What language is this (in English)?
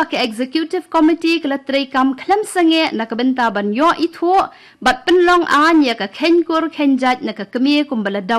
Khasi